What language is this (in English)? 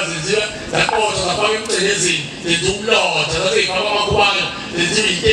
Zulu